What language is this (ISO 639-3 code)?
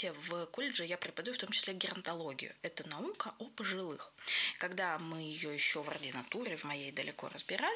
rus